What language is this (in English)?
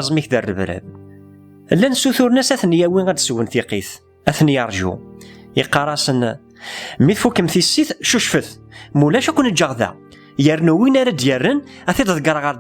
Kabyle